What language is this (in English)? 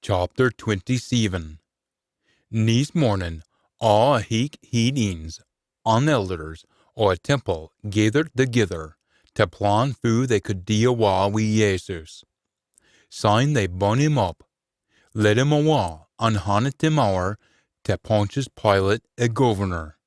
Scots